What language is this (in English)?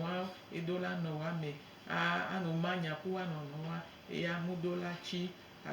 Gen